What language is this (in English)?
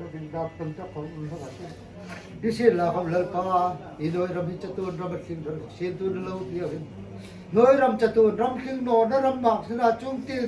Hmar